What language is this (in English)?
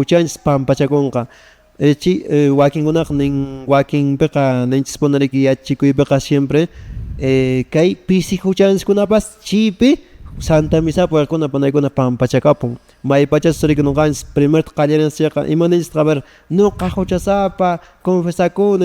Quechua